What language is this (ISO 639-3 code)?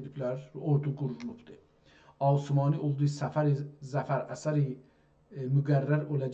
azb